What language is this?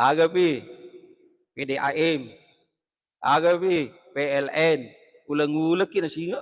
Buginese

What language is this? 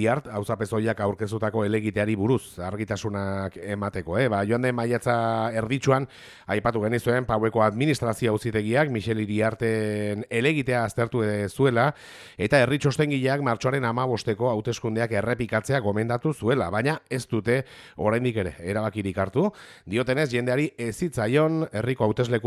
Basque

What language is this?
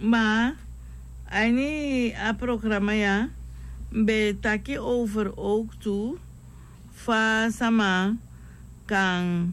Sranan Tongo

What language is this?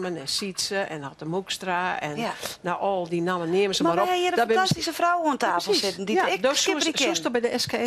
Western Frisian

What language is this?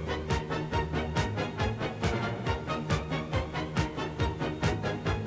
Bulgarian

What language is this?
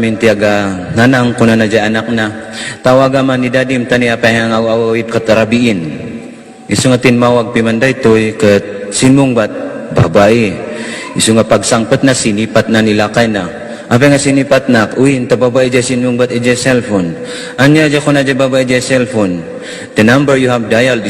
Iloko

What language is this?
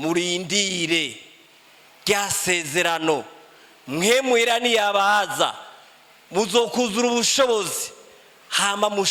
Rundi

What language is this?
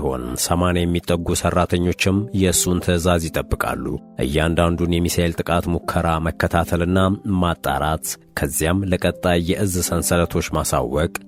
Amharic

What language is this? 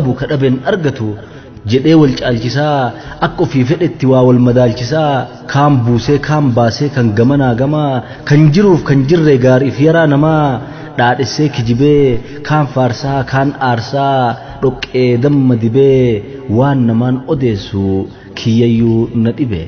Oromo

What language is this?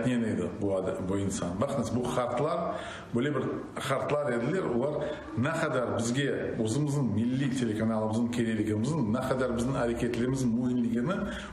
Crimean Tatar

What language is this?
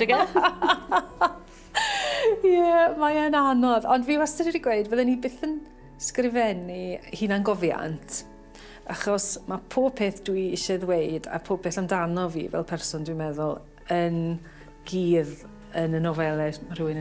Welsh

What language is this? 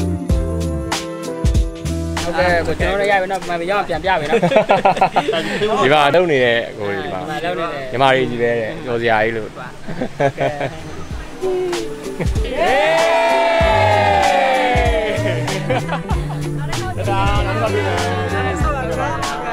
Burmese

